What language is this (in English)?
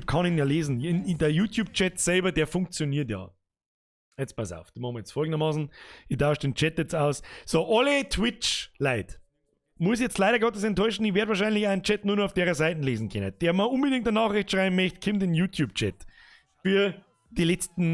Bavarian